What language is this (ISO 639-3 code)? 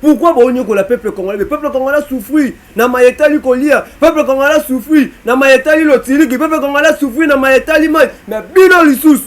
lin